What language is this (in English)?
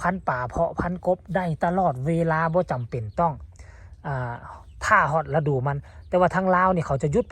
Northeastern Thai